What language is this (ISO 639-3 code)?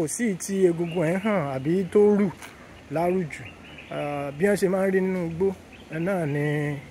yor